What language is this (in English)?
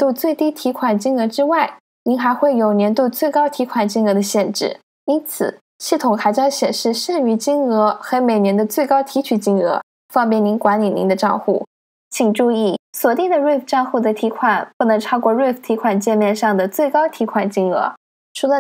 Chinese